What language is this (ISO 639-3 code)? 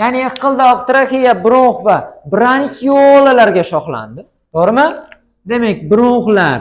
uzb